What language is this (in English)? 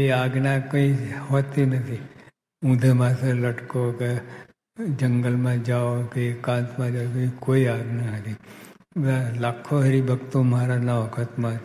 Gujarati